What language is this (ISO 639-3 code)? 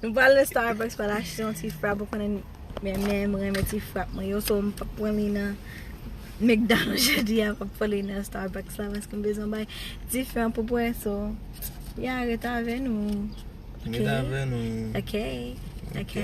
hat